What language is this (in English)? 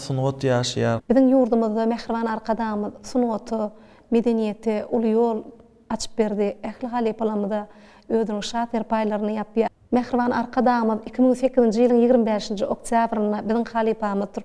Turkmen